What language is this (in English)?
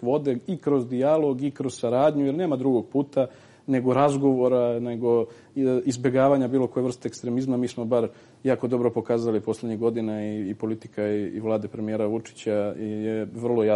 Serbian